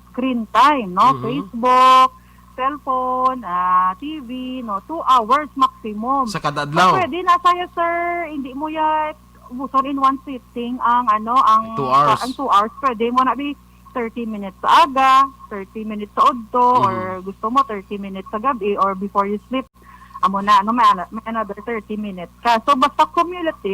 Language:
Hiligaynon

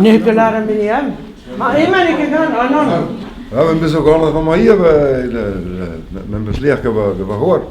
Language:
Breton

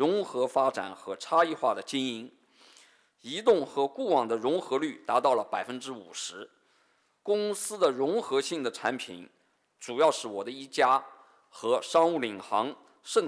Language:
Chinese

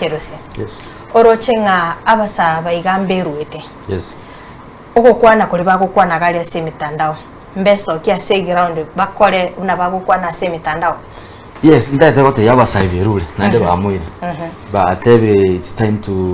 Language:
Gusii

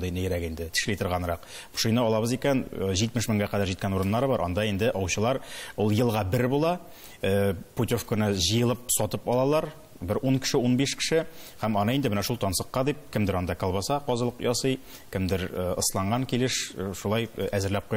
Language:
Tatar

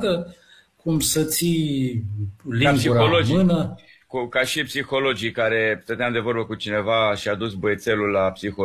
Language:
Romanian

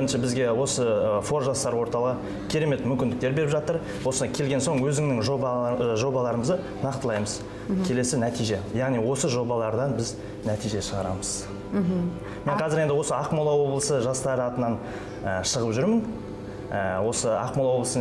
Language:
Kazakh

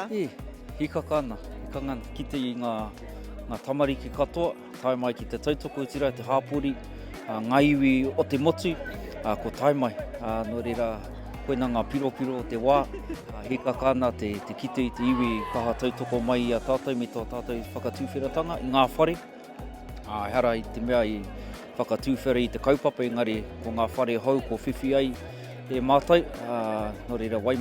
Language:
Māori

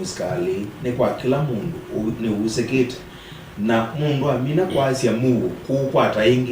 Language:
Kamba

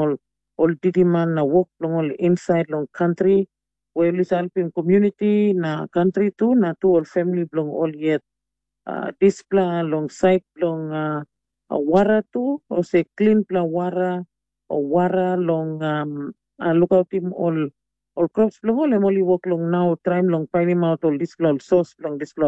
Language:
Tok Pisin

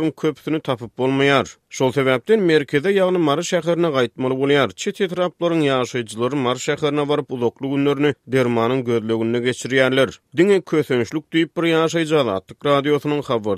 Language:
Turkmen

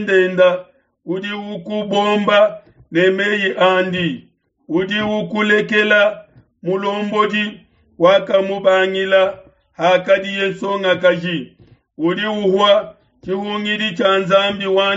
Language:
Luba-Lulua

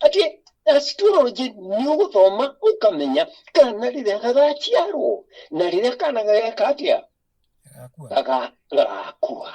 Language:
Kikuyu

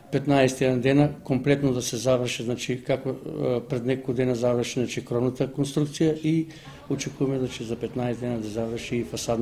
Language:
Macedonian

